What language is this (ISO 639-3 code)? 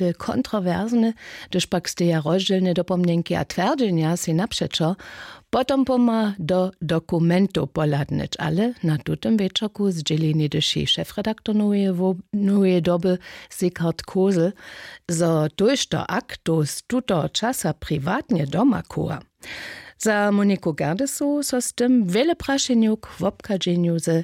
hsb